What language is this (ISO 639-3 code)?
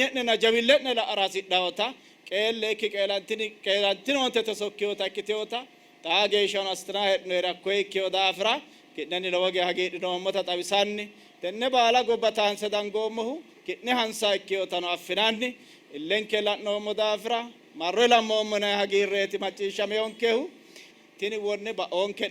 sid